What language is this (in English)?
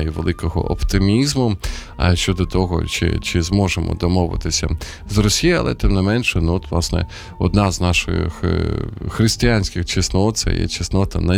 Ukrainian